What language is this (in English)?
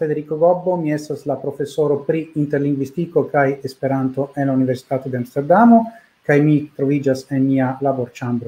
Esperanto